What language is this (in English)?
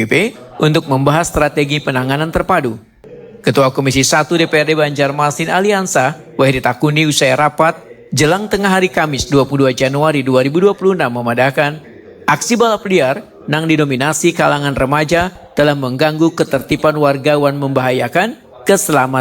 Banjar